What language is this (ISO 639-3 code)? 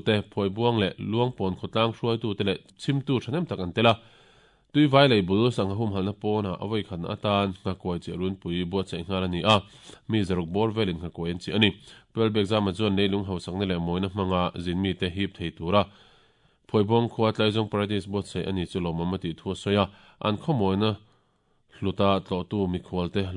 lus